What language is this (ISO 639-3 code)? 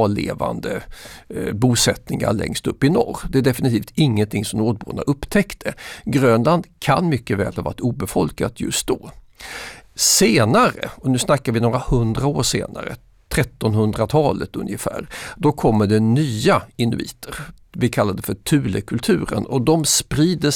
swe